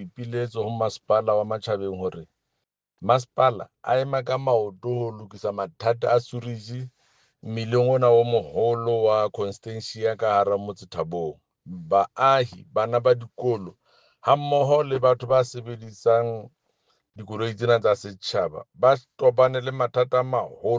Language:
Southern Sotho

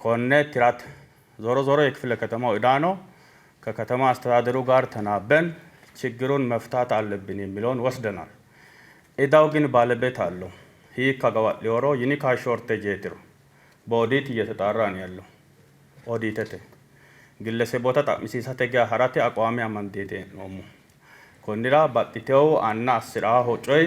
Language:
Sidamo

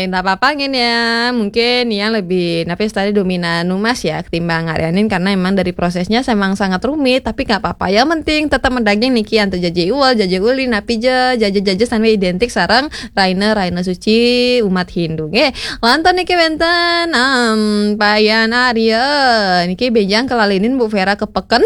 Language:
Balinese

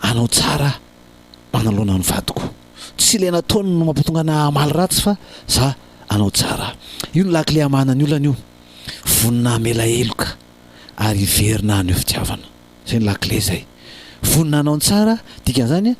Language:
Malagasy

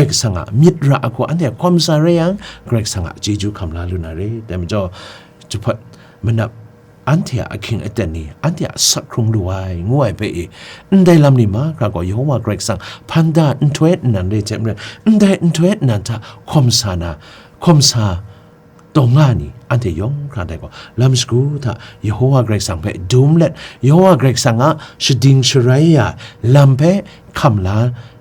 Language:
Kachin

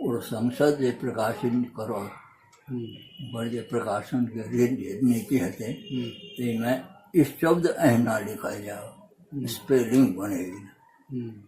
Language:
Maithili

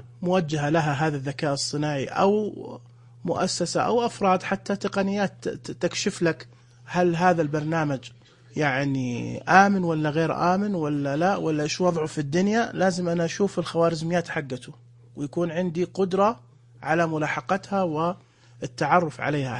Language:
Najdi Arabic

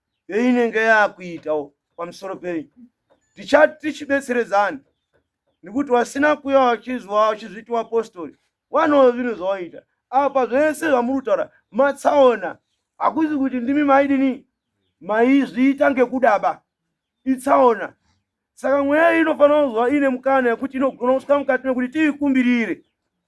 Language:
Shona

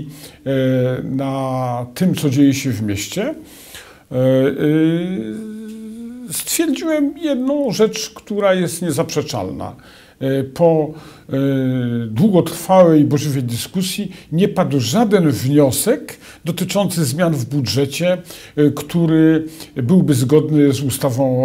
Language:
Polish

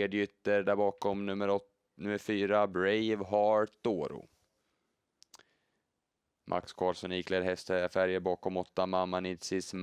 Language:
Swedish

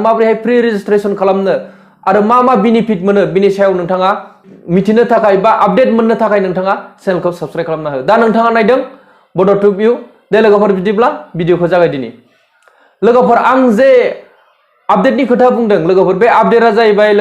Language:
Bodo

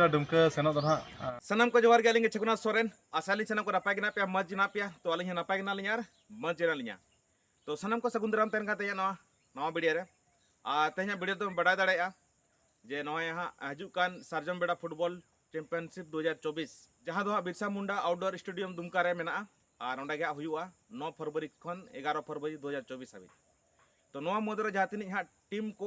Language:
Santali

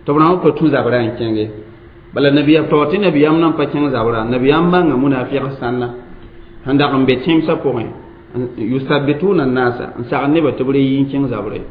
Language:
Mossi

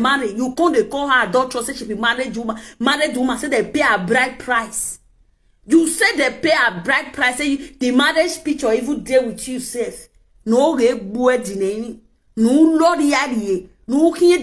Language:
Nigerian Pidgin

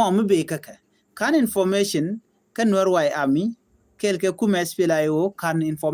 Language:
Nuer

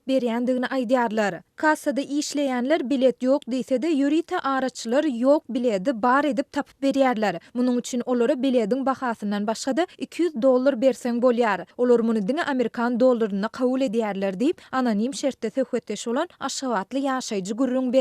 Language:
Turkmen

